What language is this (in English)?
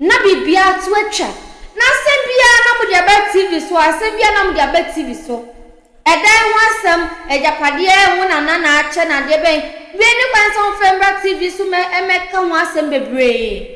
Akan